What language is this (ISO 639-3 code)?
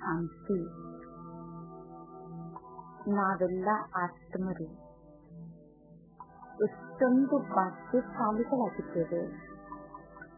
kan